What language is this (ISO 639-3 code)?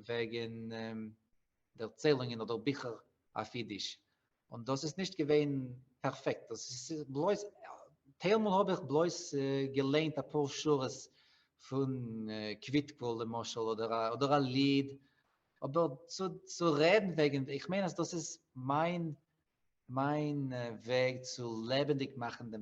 yid